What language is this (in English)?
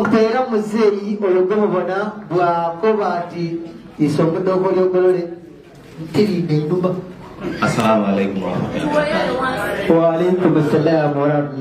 Soga